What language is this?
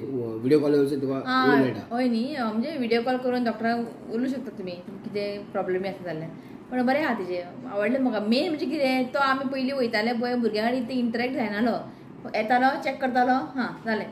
Konkani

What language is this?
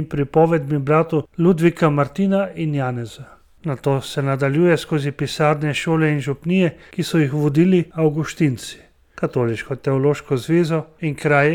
Slovenian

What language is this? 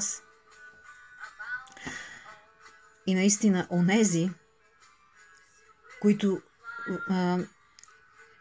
Bulgarian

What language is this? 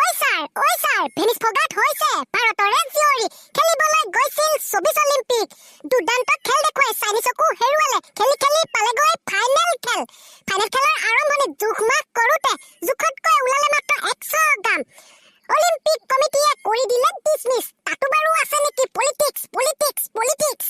Assamese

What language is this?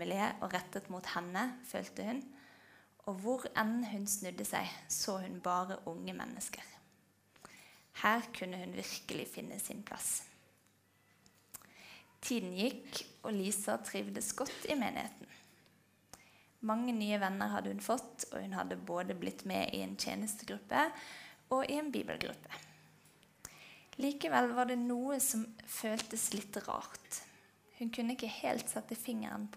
Norwegian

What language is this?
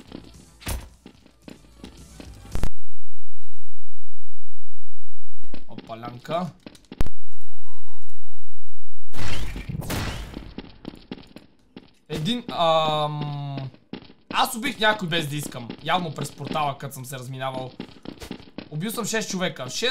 Bulgarian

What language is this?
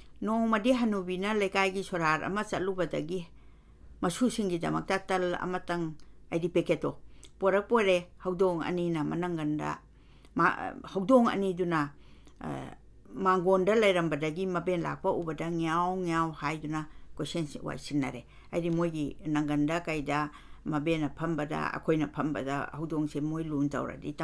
Manipuri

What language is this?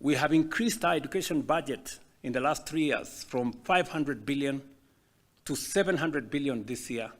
Luo (Kenya and Tanzania)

